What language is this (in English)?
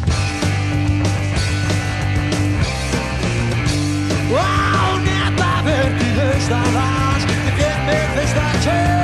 Icelandic